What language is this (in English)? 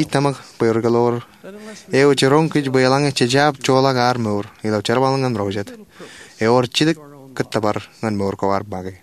Marshallese